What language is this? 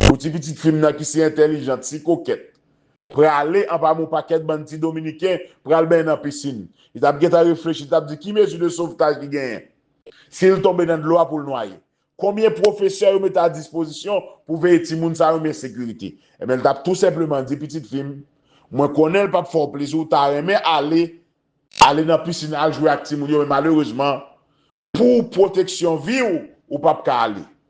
Haitian Creole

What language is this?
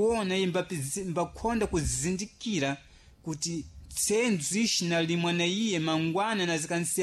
Sena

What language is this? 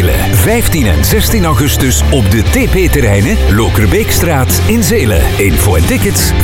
Dutch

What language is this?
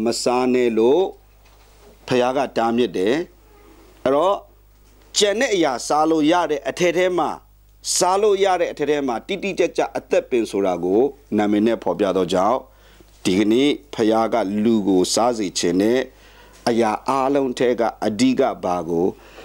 Burmese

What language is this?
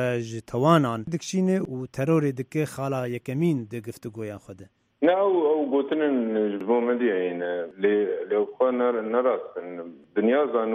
Kurdish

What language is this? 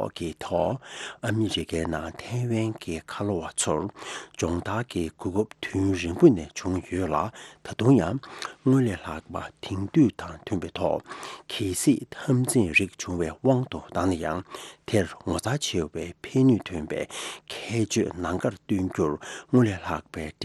Tibetan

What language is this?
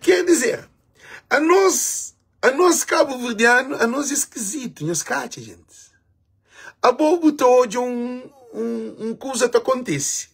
Kabuverdianu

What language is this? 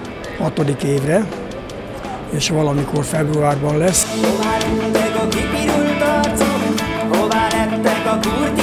Hungarian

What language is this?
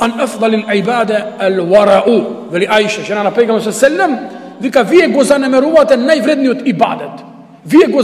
Macedonian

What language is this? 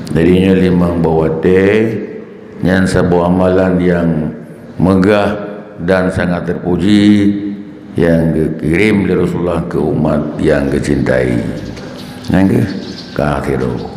Achinese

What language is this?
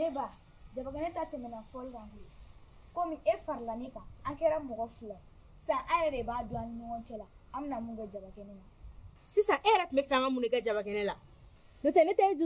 Bambara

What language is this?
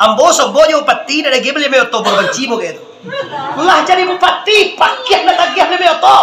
Minangkabau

